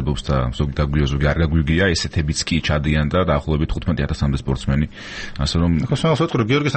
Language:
Georgian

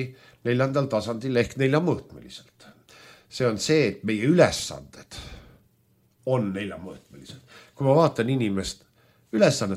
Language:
Estonian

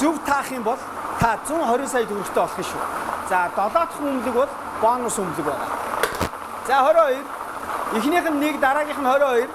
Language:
Mongolian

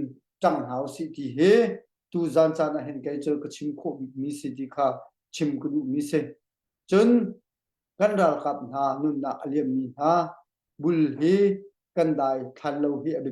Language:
Hakha Chin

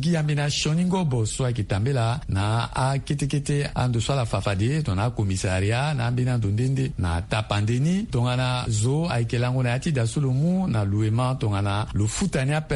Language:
Sango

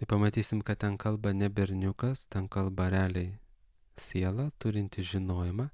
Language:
Lithuanian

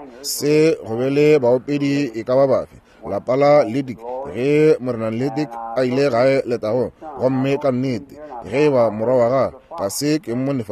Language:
Northern Sotho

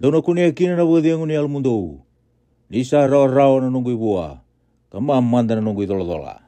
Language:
Fijian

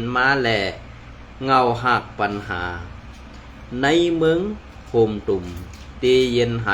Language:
Shan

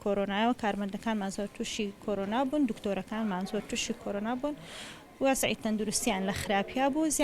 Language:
Central Kurdish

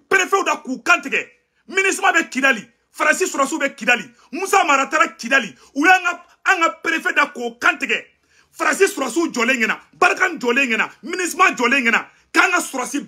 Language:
Bambara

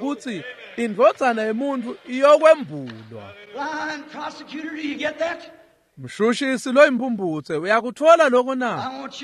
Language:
Swati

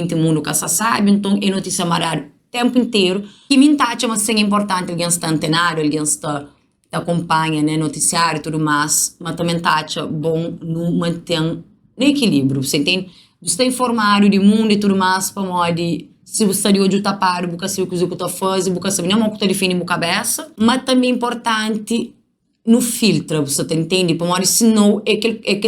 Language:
Kabuverdianu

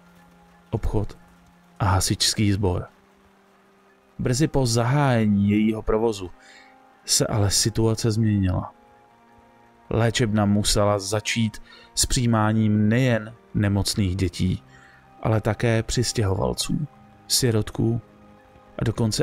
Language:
Czech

